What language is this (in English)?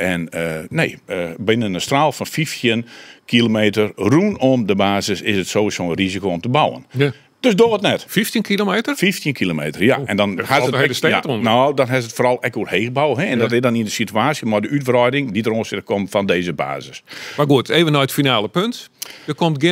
Western Frisian